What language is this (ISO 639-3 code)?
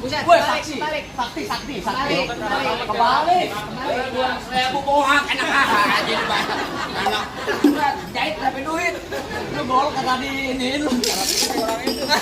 bew